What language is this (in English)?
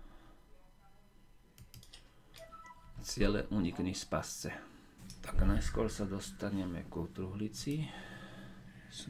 Slovak